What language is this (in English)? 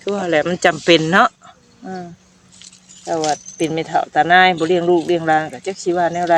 Northeastern Thai